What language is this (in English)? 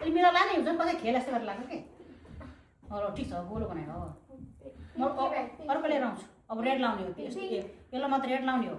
Nepali